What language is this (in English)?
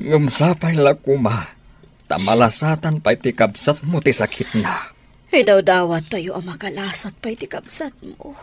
Iloko